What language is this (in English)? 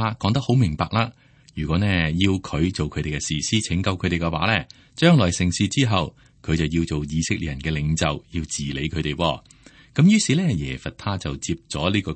Cantonese